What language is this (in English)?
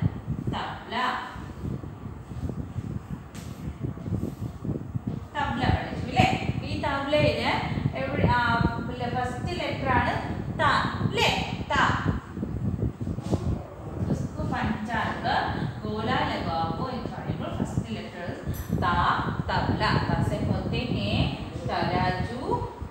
Malayalam